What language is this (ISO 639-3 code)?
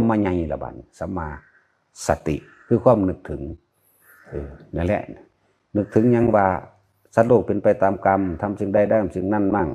tts